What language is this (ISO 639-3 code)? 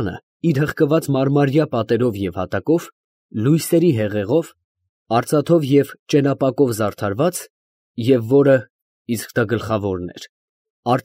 hye